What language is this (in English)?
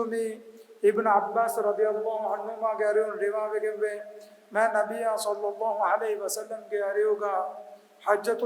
Divehi